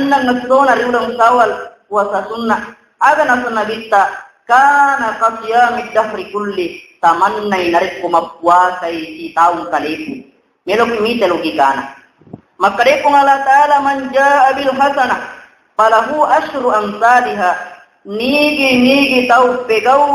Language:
Buginese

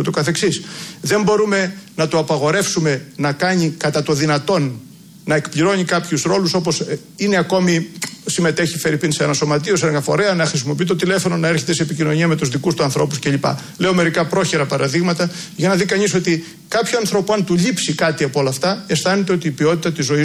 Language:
Greek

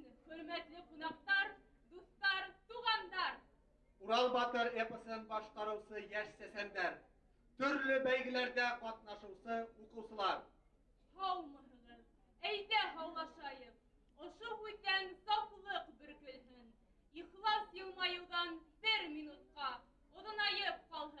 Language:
Bashkir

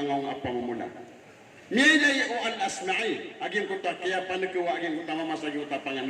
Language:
Maranao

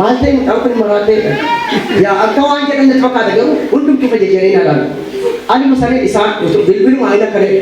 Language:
Oromo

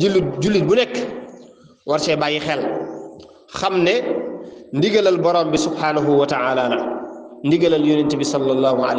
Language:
Wolof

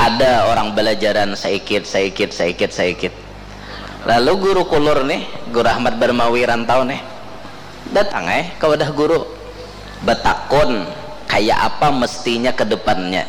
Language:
Banjar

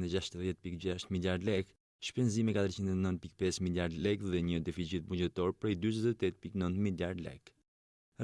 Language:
Albanian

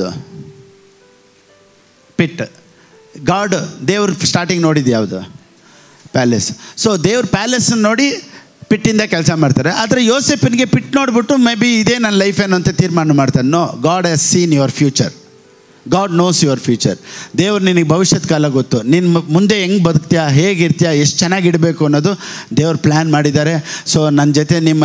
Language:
Kannada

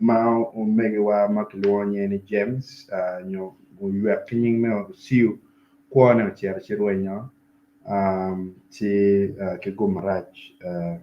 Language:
Acoli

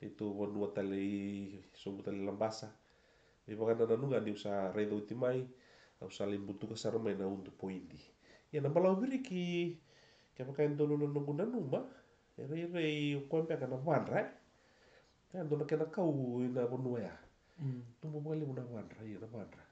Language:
Fijian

